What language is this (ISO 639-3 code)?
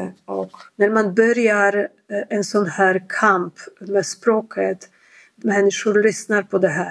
swe